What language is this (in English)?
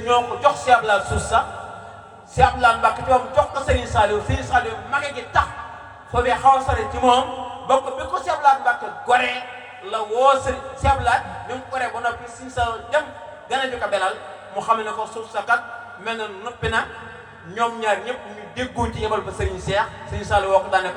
Wolof